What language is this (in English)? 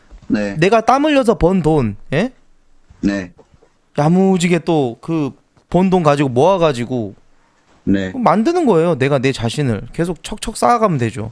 Korean